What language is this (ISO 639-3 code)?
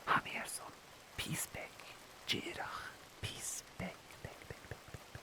gla